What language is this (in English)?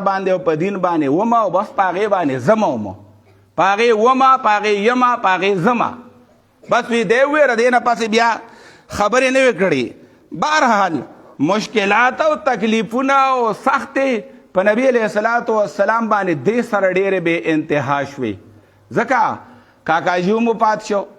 Pashto